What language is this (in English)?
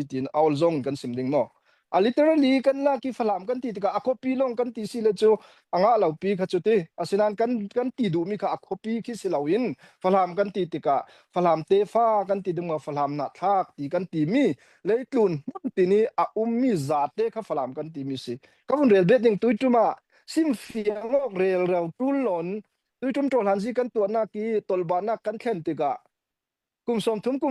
Falam Chin